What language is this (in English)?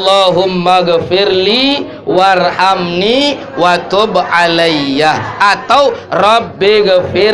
Sasak